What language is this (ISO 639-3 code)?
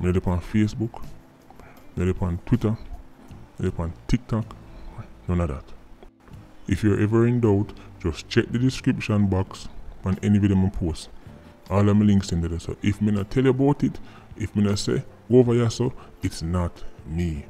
jam